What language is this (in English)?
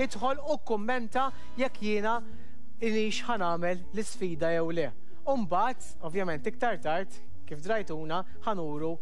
Maltese